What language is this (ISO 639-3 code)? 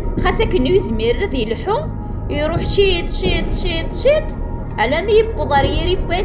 kab